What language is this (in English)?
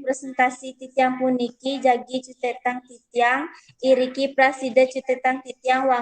Balinese